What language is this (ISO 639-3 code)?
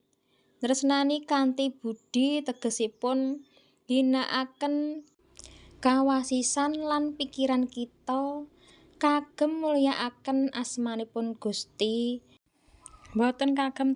jav